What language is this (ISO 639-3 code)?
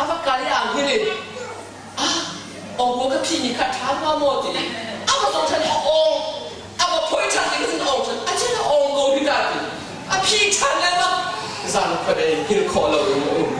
cnh